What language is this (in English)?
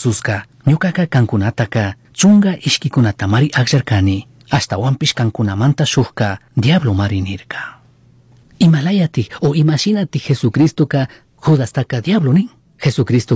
Chimborazo Highland Quichua